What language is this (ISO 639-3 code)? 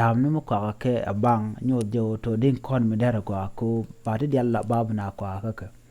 nus